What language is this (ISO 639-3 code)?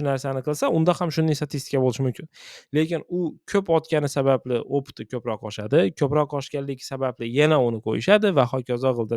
uzb